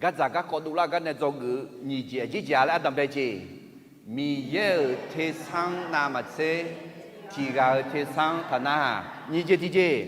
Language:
Akha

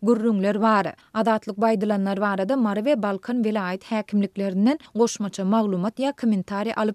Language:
Turkmen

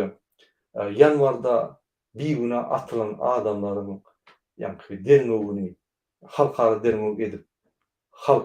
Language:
Turkmen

